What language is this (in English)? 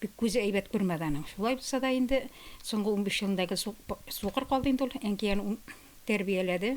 Tatar